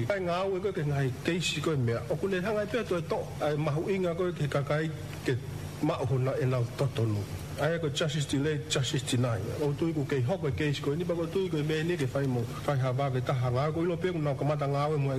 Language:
Tongan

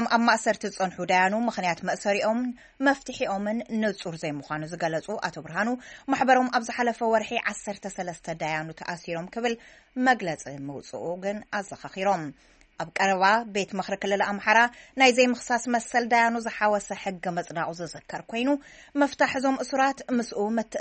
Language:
Tigrinya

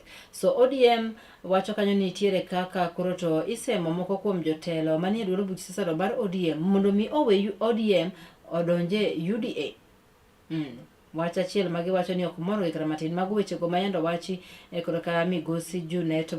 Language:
Luo (Kenya and Tanzania)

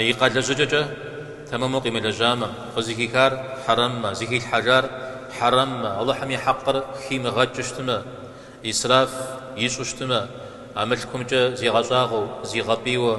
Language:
Kabardian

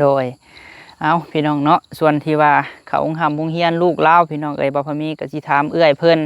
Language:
Lao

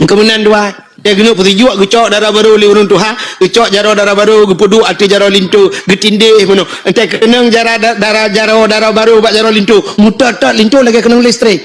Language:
Achinese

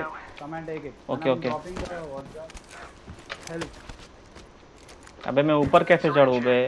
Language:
Hindi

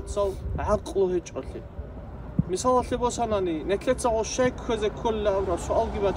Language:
Avaric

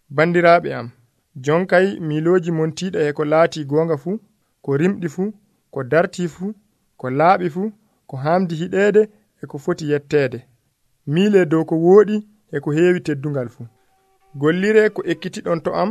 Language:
Nigerian Fulfulde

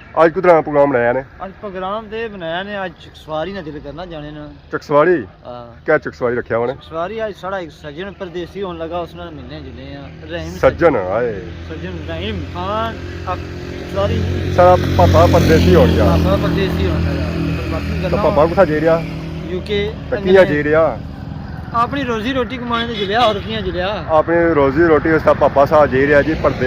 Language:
Pahari-Potwari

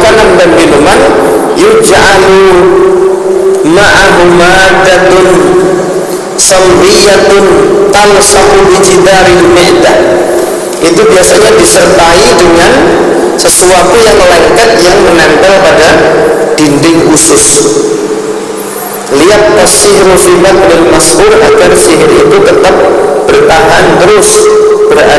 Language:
Indonesian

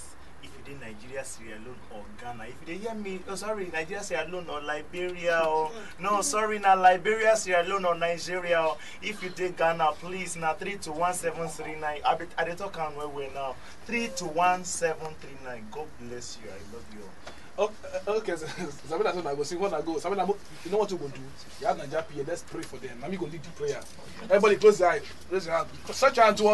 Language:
Nigerian Pidgin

